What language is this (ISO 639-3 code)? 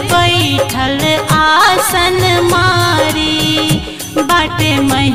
bho